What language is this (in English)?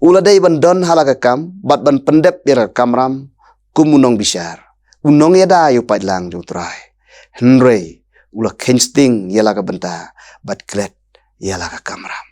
Khasi